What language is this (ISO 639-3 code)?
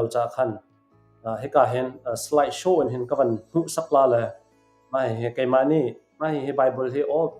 cnh